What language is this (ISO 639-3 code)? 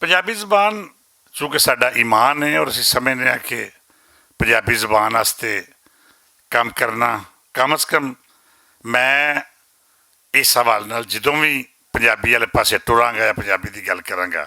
lah